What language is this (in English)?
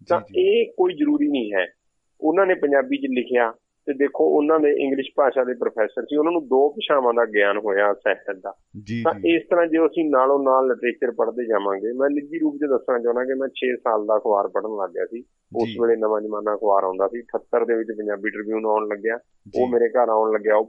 Punjabi